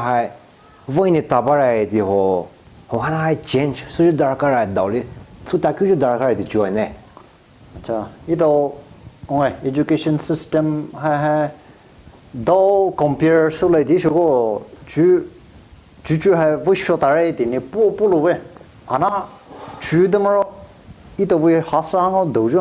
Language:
Poumei Naga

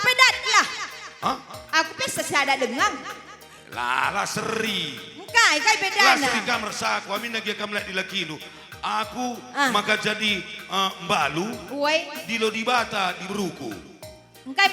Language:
Batak Karo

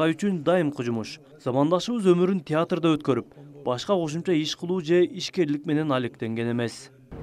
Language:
Kyrgyz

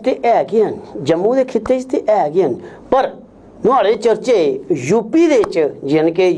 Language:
Dogri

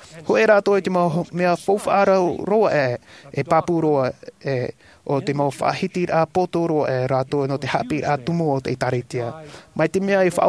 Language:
Tahitian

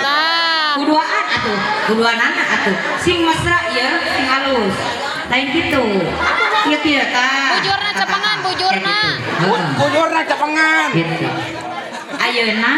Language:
Sundanese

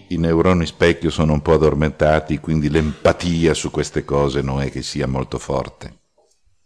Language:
Italian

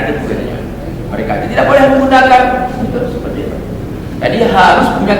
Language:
Achinese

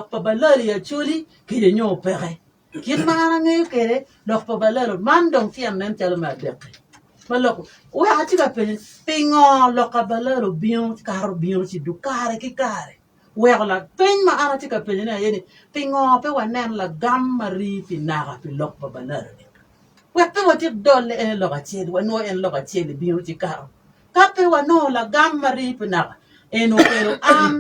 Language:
Acoli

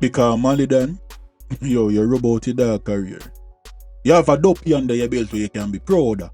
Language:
Jamaican Creole English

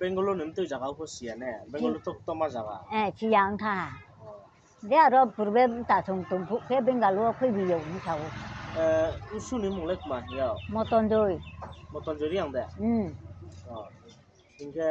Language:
Riang (India)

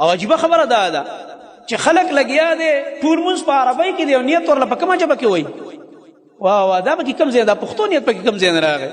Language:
Pashto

